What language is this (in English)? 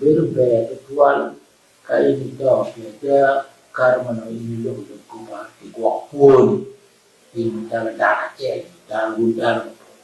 Acoli